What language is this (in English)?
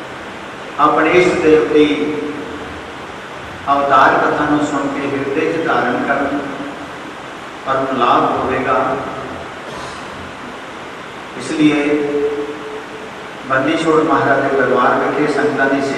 Hindi